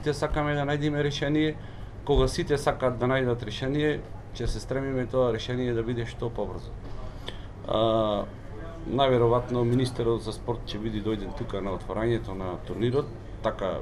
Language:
Macedonian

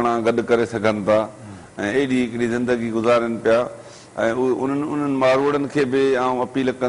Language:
Sindhi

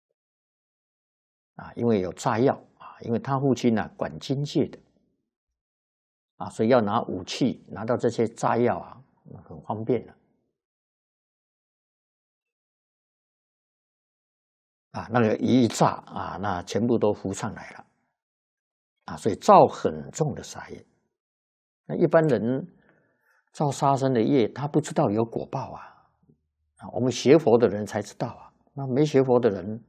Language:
Chinese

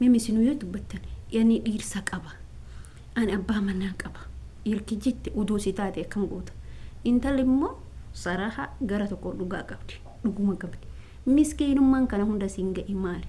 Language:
Oromo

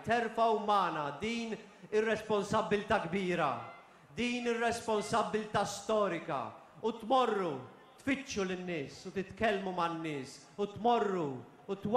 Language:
Maltese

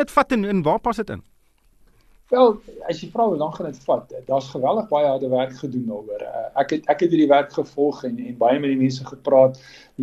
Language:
Afrikaans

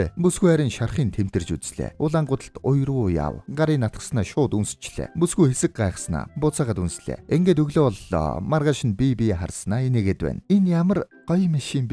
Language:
Mongolian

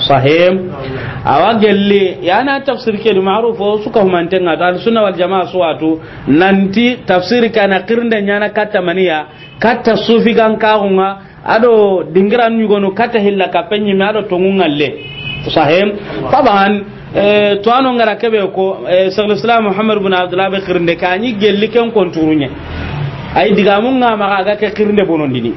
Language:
Soninke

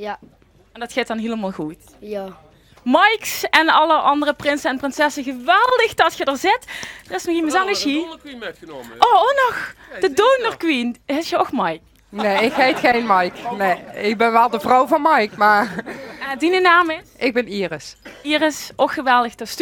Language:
Limburgish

